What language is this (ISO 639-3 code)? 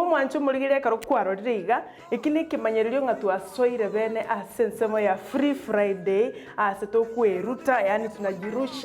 guz